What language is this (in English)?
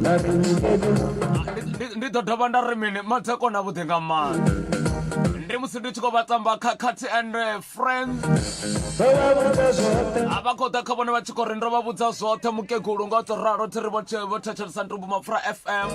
Venda